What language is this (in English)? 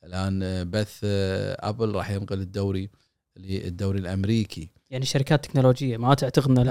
Gulf Arabic